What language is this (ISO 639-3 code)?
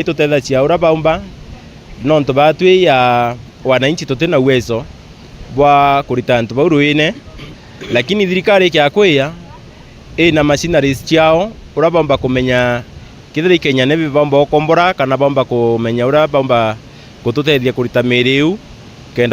mer